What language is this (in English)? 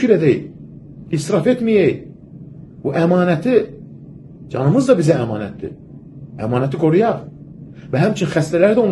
Azerbaijani